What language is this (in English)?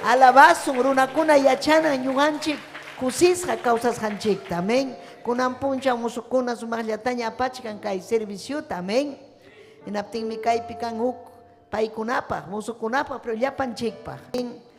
Ayacucho Quechua